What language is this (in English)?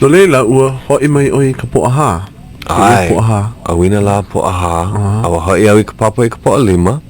Hawaiian